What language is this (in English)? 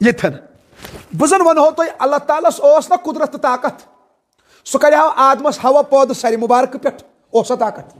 Kashmiri